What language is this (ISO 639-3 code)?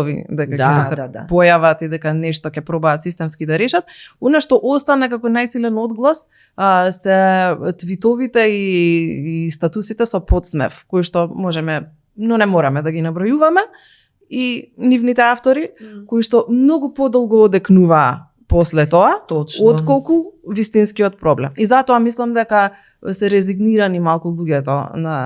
mkd